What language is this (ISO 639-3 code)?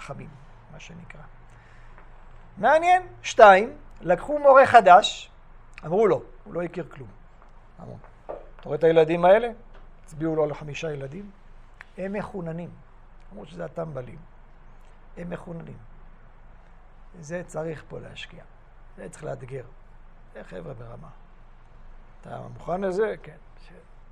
heb